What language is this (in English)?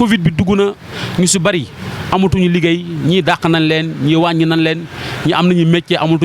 Wolof